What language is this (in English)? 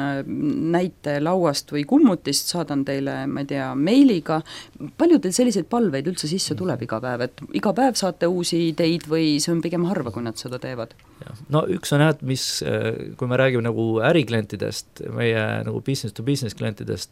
Estonian